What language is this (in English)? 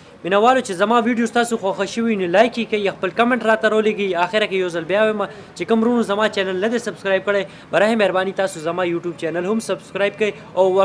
Pashto